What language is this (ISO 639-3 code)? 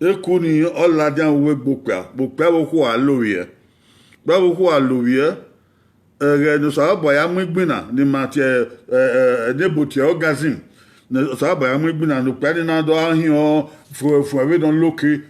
bin